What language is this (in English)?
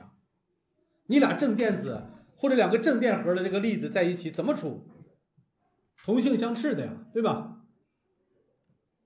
Chinese